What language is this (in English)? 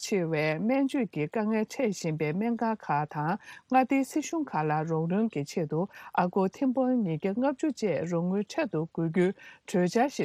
Tibetan